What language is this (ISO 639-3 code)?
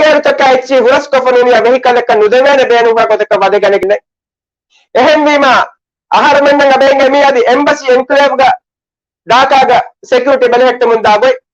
div